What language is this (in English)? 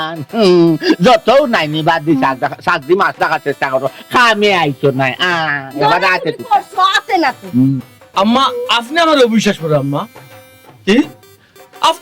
Sylheti